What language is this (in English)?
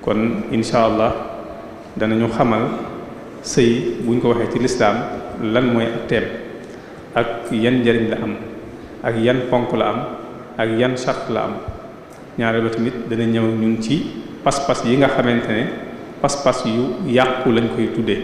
Wolof